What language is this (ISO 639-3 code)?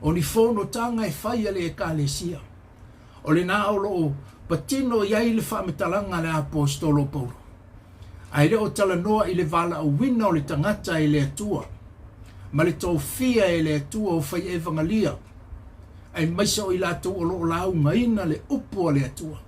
smo